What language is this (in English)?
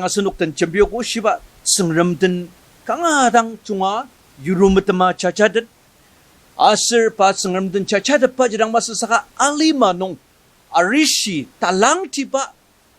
Ao Naga